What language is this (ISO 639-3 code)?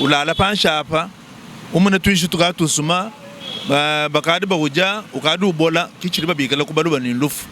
lua